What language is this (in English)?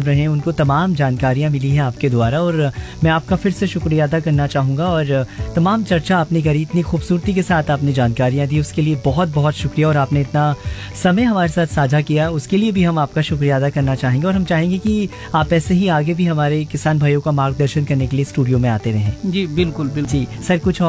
Hindi